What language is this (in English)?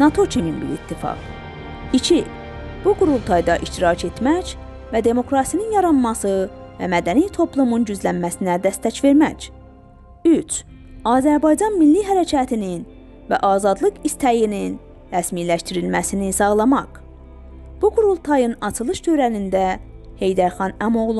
South Azerbaijani